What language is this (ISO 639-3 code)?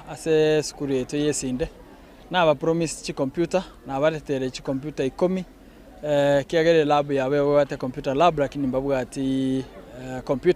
guz